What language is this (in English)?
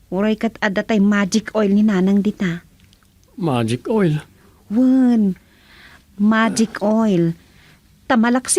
Iloko